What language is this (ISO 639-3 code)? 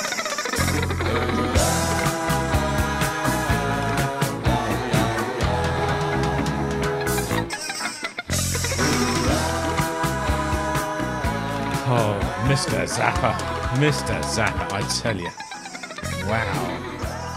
eng